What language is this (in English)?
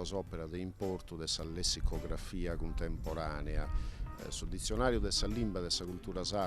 Sardinian